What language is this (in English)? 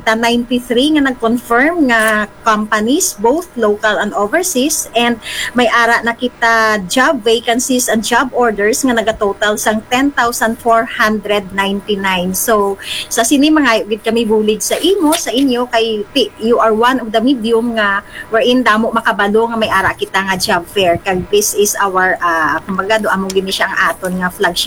Hiligaynon